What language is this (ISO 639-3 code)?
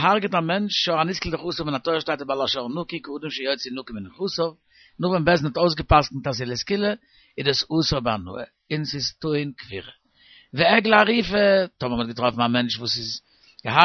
yid